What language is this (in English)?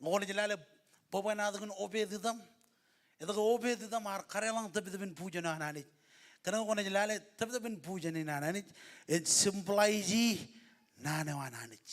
Marshallese